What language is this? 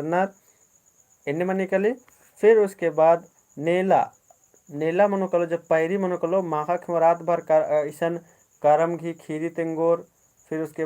Kurukh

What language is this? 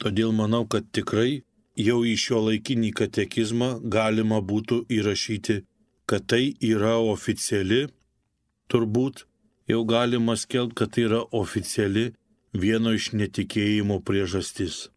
Lithuanian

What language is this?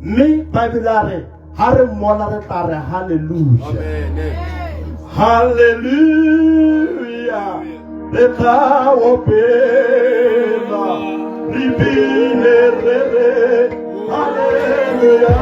Tswana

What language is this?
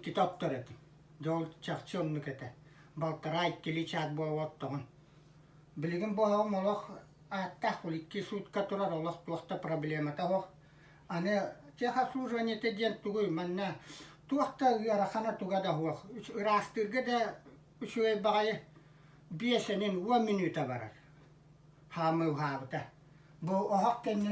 Yakut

